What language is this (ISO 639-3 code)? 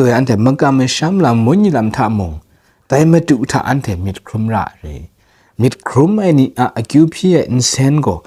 kac